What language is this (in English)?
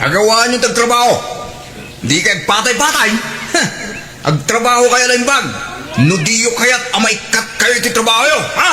Iloko